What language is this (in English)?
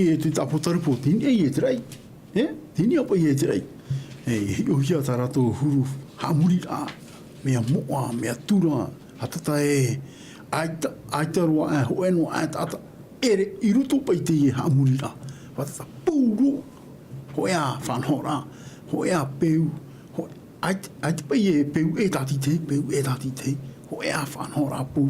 Tahitian